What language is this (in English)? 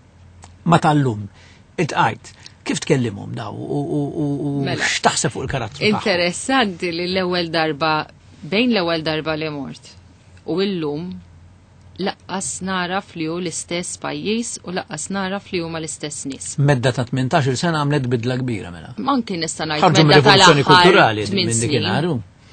Maltese